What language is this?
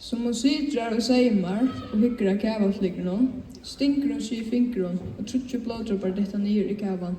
Faroese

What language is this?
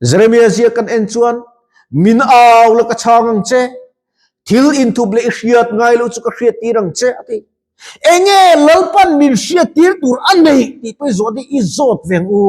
Mizo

